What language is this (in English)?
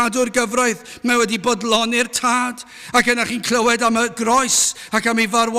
Welsh